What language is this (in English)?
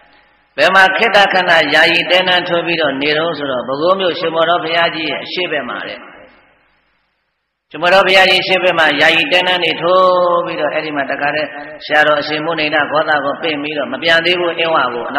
Burmese